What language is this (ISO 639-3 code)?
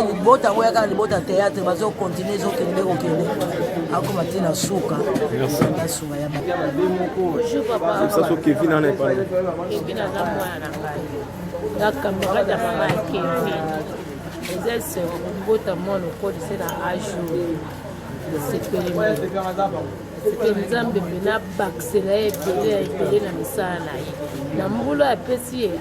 lin